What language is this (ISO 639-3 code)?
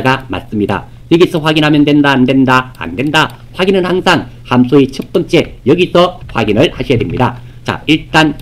kor